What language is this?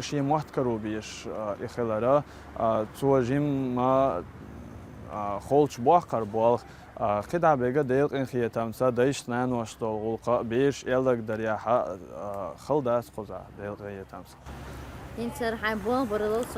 Chechen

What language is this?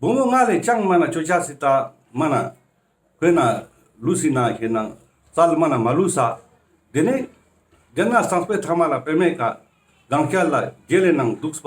Ladakhi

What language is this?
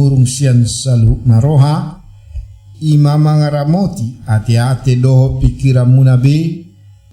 Batak Toba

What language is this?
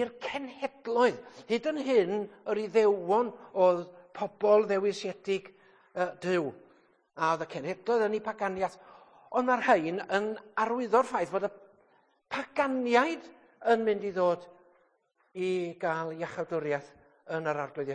Welsh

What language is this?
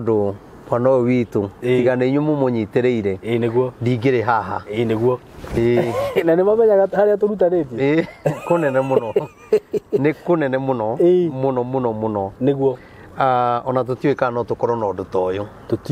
Kikuyu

